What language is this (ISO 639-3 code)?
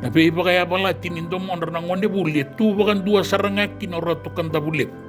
fij